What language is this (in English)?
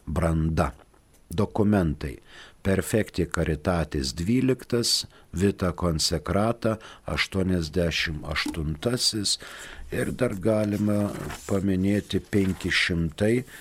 Lithuanian